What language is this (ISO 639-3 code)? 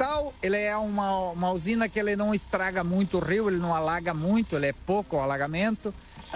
por